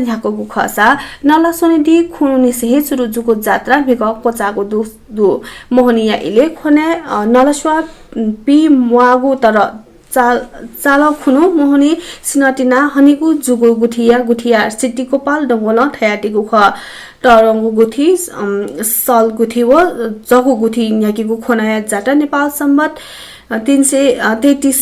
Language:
Newari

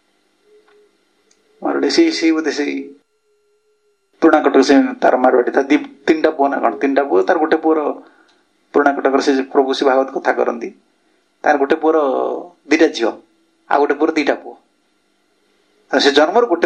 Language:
Odia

